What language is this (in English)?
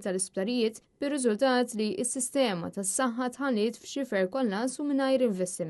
Maltese